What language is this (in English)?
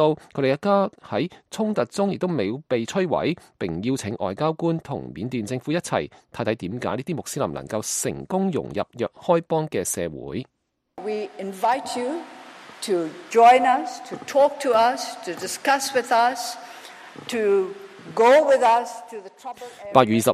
Cantonese